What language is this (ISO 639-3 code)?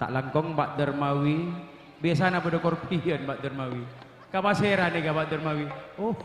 mad